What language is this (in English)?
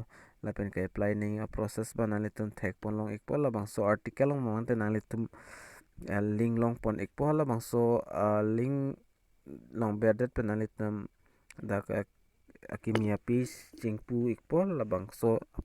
Karbi